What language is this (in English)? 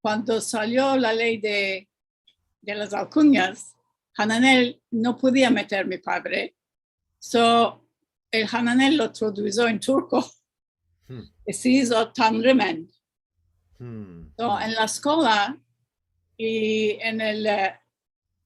Ladino